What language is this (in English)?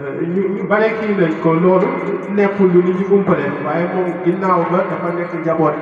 Wolof